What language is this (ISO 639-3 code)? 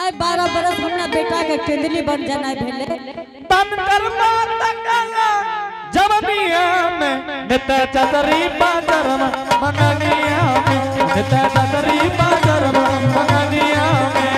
anp